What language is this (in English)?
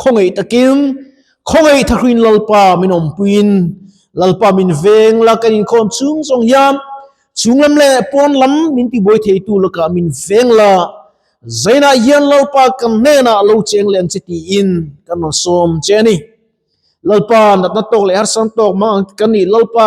Mizo